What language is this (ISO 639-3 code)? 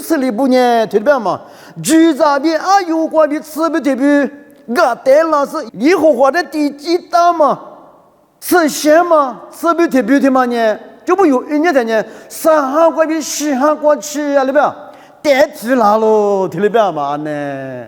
lis